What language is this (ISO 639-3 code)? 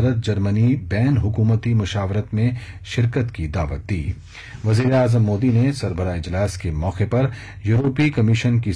urd